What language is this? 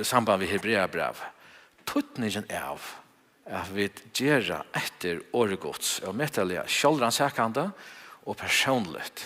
Faroese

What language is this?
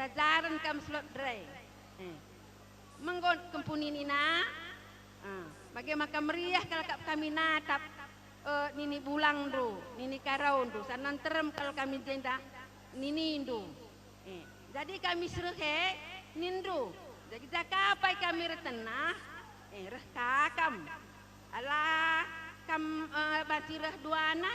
Batak Karo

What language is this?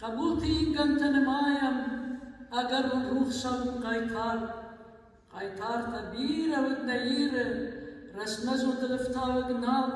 Ossetic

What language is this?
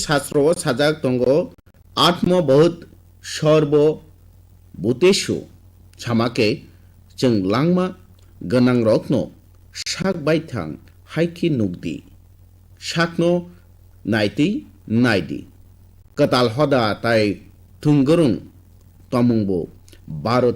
Kok Borok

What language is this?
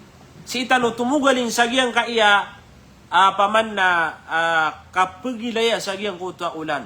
Maranao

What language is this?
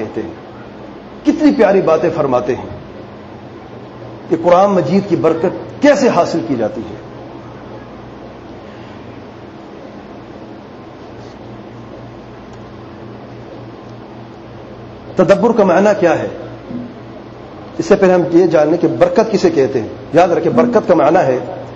Urdu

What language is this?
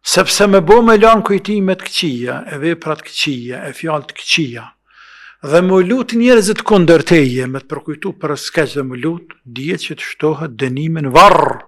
Albanian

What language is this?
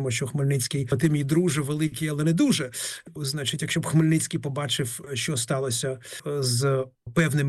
Ukrainian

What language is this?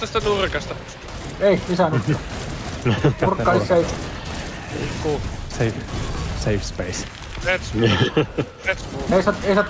Finnish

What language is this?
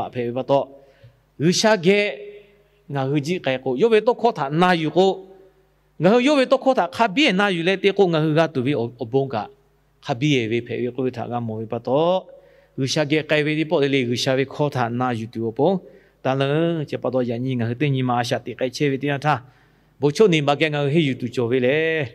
Lahu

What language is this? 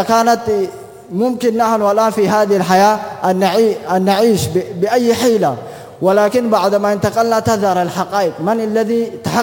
Arabic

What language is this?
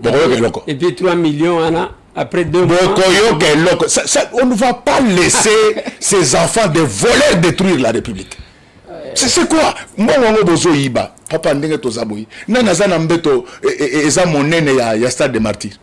Lingala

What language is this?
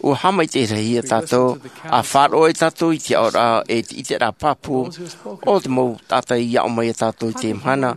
Tahitian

